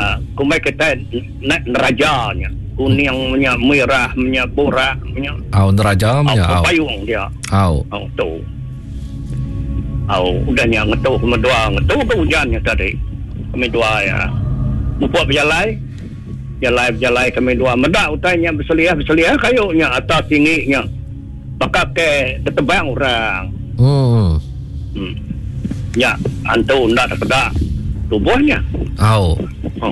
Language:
Iban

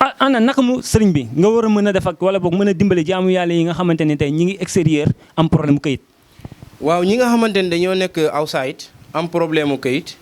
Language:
Wolof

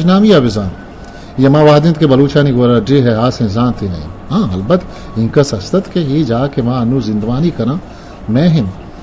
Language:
Eastern Balochi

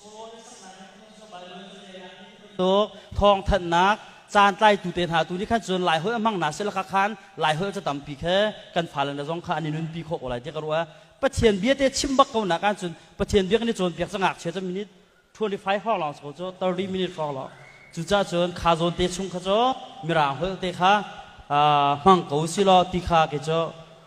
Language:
Hakha Chin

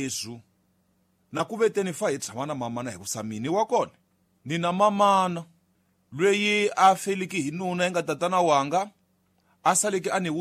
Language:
Tsonga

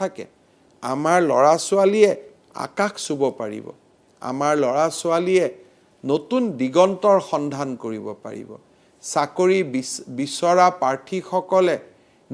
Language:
Assamese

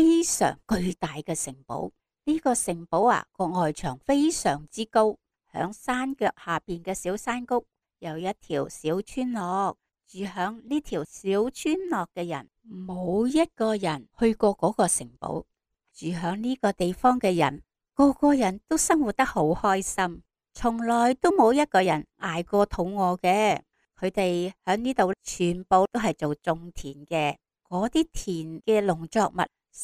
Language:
Cantonese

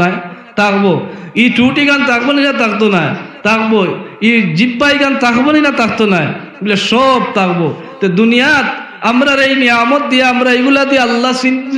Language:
Sylheti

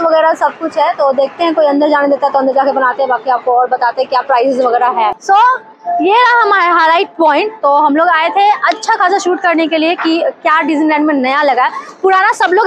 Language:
Hindi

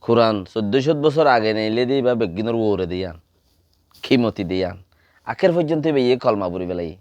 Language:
Rohingya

